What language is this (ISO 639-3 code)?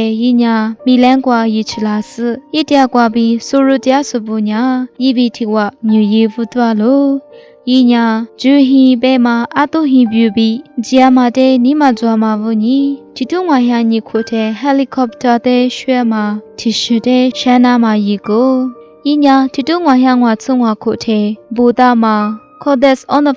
lis